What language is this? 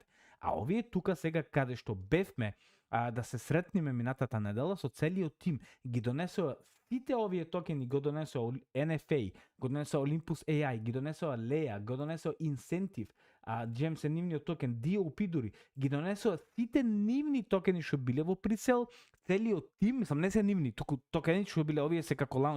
Macedonian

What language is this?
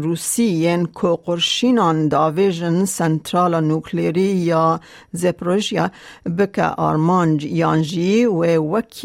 Kurdish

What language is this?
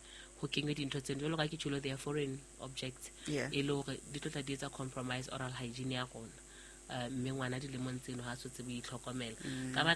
Southern Sotho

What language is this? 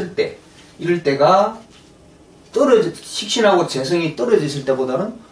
Korean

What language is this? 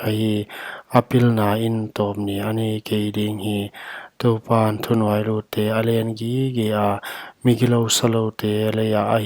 Paite Chin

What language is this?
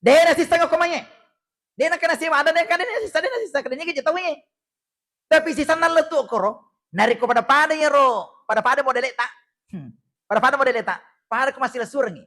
Buginese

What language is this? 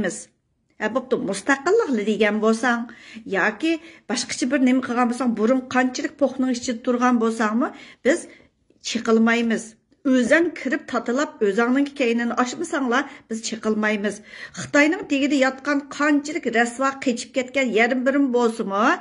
Uyghur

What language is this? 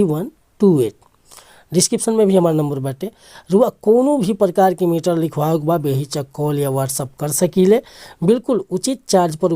Bhojpuri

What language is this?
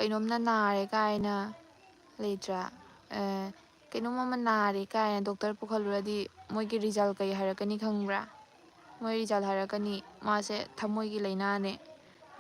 Manipuri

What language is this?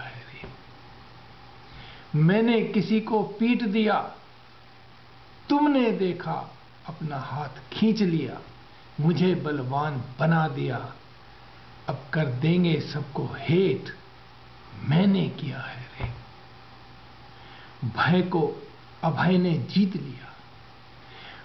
Hindi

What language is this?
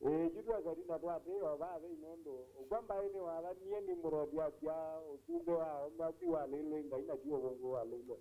Kamba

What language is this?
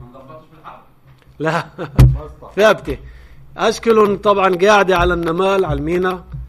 North Levantine Arabic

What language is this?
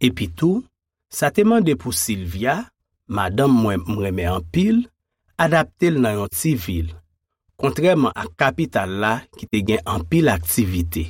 Haitian Creole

